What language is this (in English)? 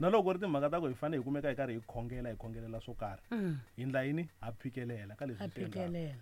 Tsonga